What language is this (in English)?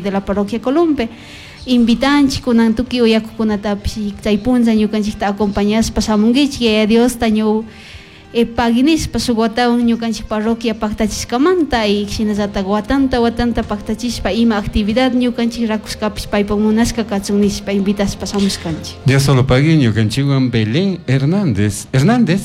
Chimborazo Highland Quichua